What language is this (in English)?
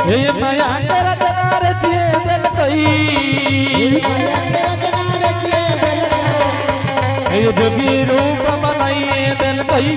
Angika